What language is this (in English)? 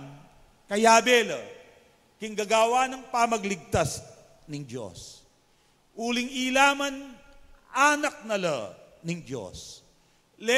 Pampanga